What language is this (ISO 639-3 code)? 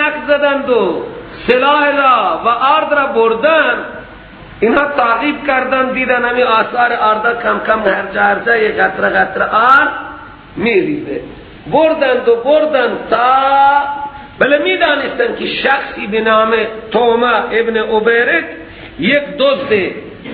fas